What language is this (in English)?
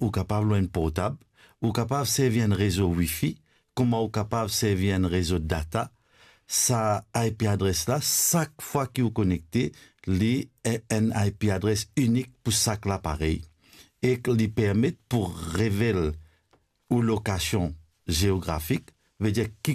Morisyen